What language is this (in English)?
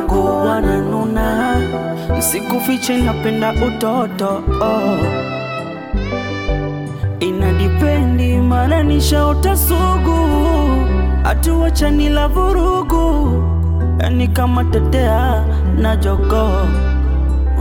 Swahili